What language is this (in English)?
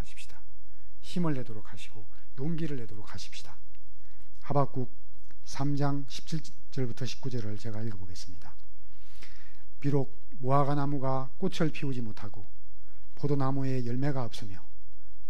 Korean